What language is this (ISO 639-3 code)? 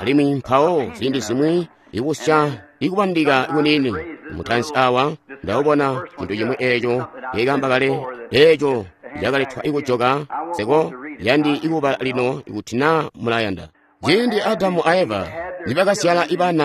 toi